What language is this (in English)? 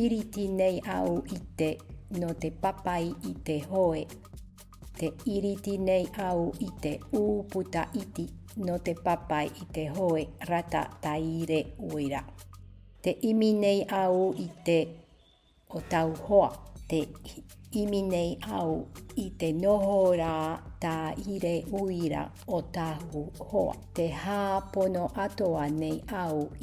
Tahitian